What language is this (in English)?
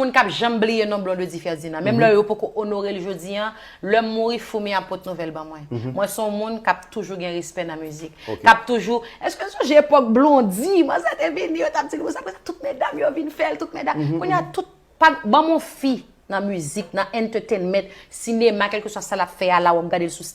Haitian Creole